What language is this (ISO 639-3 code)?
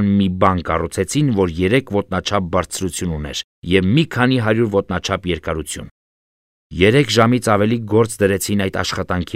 hye